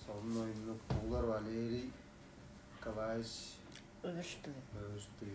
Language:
Tuvinian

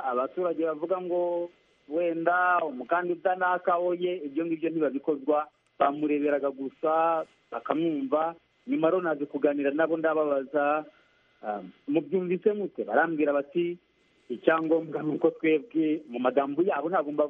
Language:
Kinyarwanda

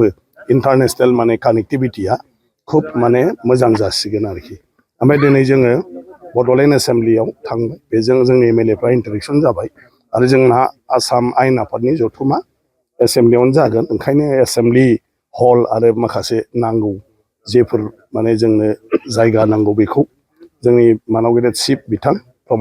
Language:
Bodo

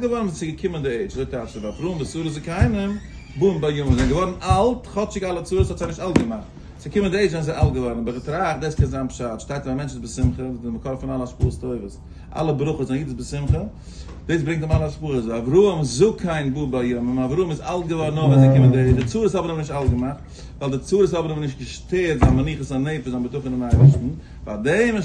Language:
Yiddish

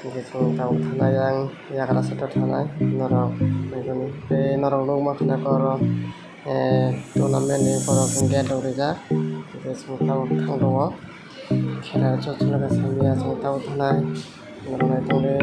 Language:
Kok Borok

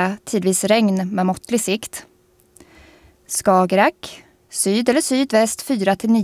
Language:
Swedish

